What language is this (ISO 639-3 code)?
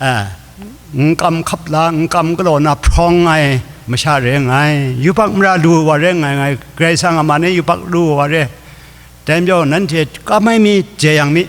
kac